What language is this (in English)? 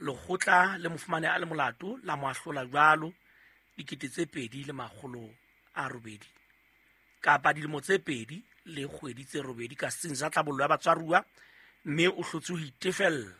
Southern Sotho